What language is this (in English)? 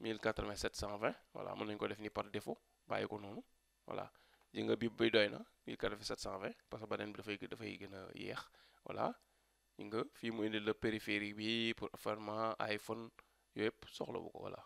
Wolof